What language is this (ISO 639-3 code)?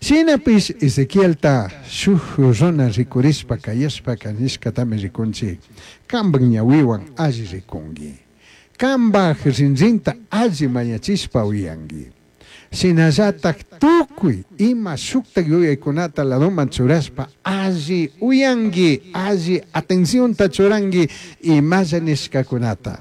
qug